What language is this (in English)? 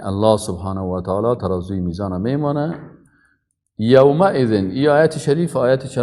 Persian